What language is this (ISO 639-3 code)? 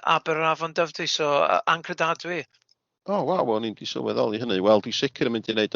cym